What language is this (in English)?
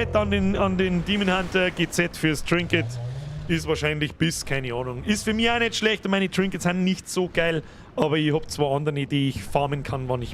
Bavarian